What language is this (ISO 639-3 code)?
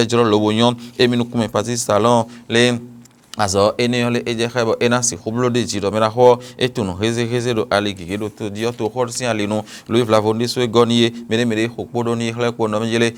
fon